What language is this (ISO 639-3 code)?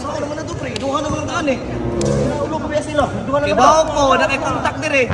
ceb